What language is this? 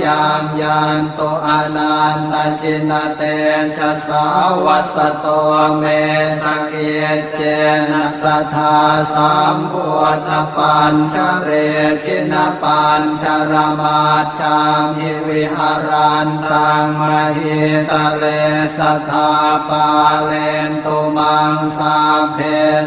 Pali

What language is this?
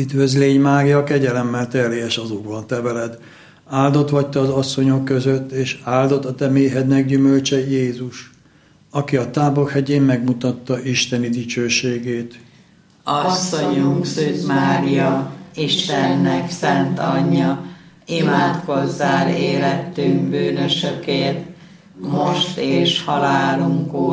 Hungarian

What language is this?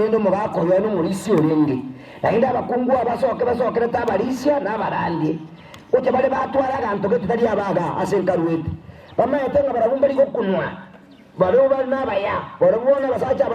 Gusii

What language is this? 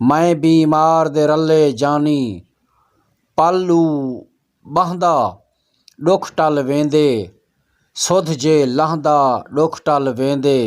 Saraiki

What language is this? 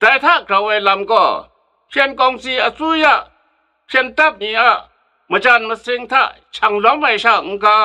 Kachin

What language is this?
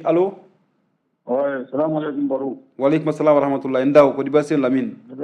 Bambara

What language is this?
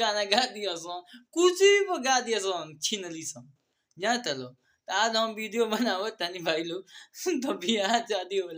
Bhojpuri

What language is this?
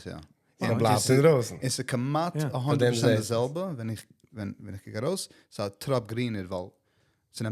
Yiddish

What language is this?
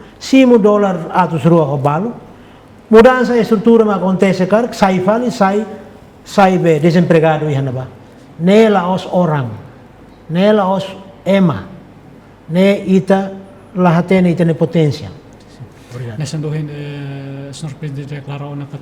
Tetum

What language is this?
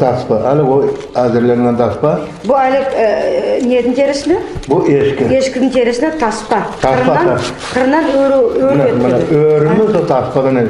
Nogai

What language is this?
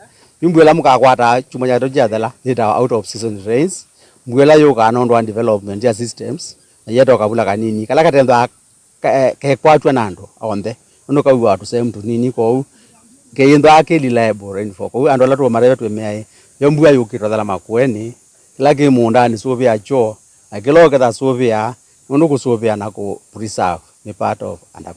Kamba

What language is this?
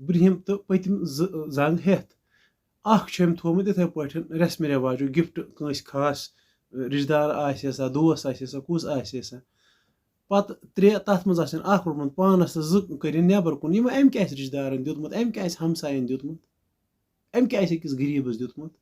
Kashmiri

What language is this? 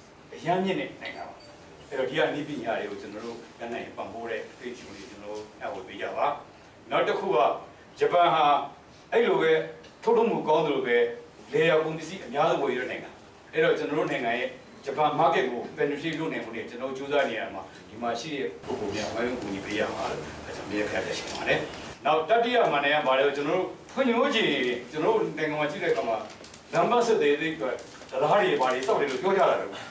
Burmese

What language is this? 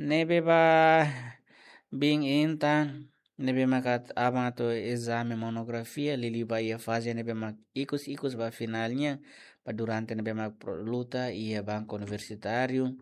Tetum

